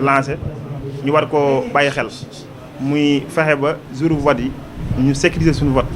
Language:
Wolof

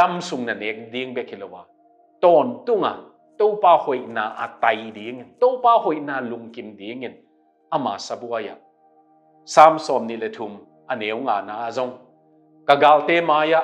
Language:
Tedim Chin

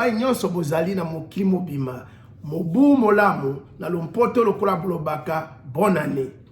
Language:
Lingala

